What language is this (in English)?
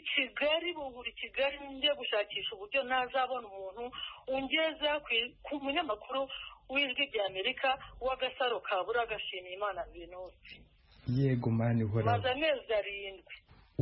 Kinyarwanda